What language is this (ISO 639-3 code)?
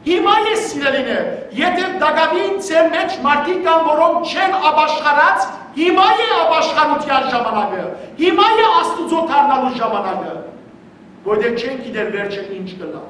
hyw